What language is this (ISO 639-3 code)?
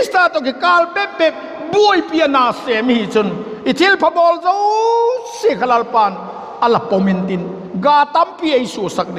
vap